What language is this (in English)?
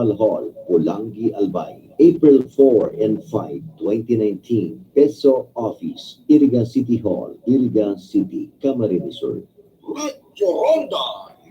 Bikol